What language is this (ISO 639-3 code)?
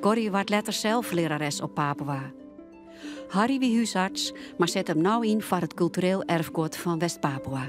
fry